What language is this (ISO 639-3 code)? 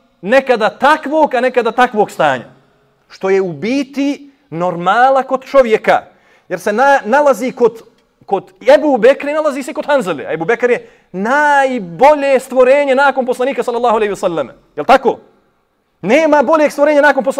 bos